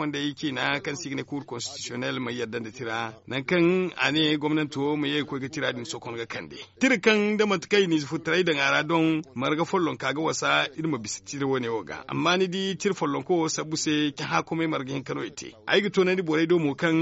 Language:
Zarma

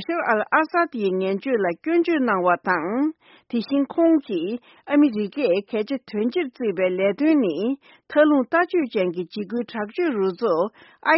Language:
Tibetan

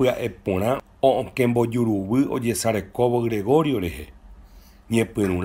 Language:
Guarani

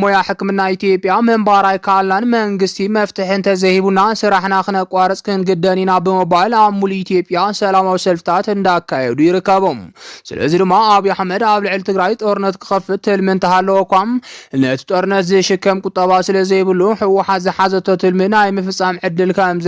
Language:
Tigrinya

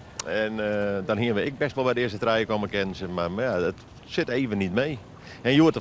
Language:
Western Frisian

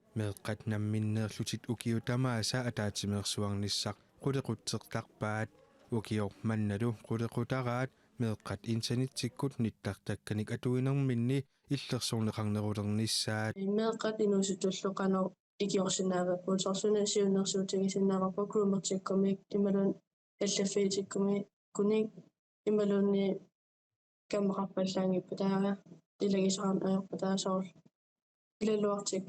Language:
Kalaallisut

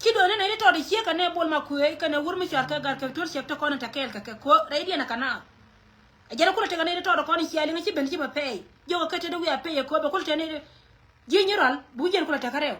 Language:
Nuer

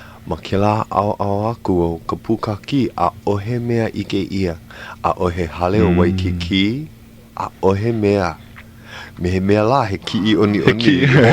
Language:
Hawaiian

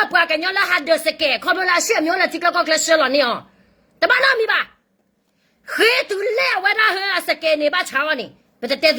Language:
S'gaw Karen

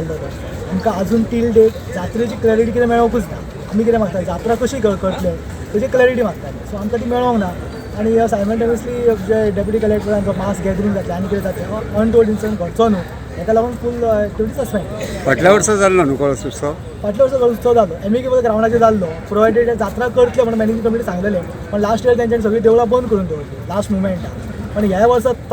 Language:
Konkani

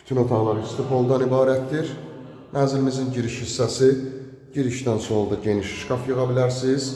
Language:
Azerbaijani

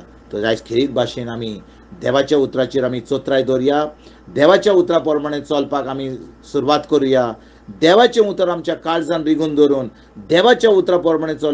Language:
Konkani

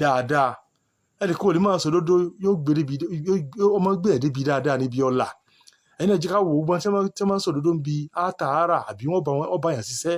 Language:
Yoruba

